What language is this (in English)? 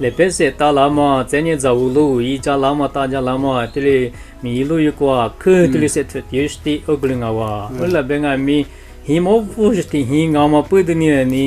Lisu